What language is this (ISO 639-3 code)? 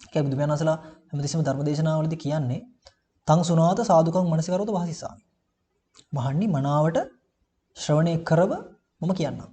sin